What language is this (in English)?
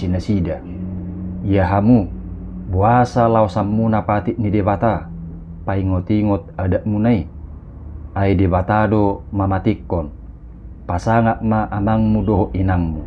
Batak Toba